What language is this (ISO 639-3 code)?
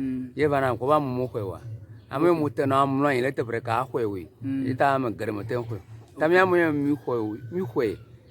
ewe